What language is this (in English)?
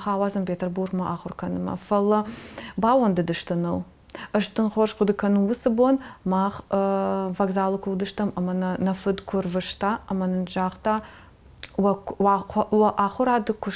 Ossetic